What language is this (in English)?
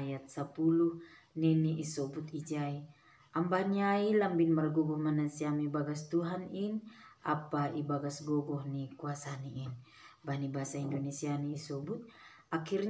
Batak Simalungun